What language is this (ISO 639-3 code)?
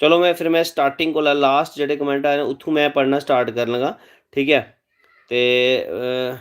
doi